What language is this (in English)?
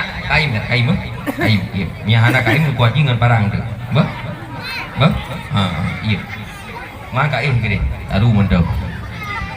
Achinese